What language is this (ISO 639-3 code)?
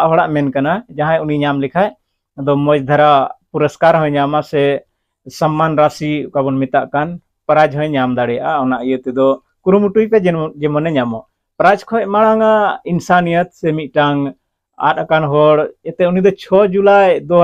sat